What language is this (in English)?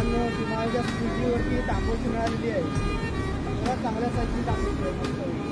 Marathi